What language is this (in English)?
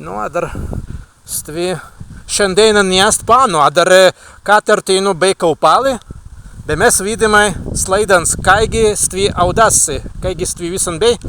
Prussian